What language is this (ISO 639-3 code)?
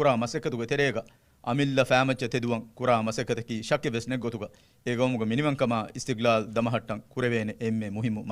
div